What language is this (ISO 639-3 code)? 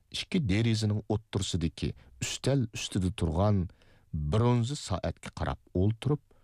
uig